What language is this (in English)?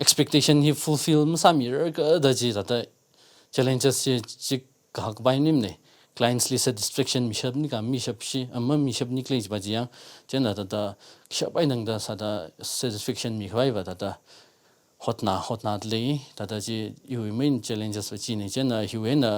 Tangkhul Naga (India)